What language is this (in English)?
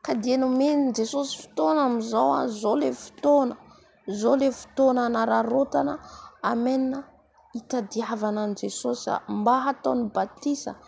Malagasy